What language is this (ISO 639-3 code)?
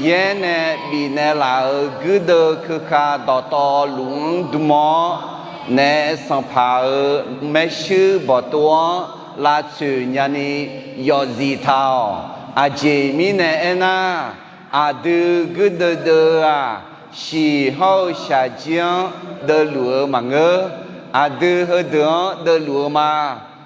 ahk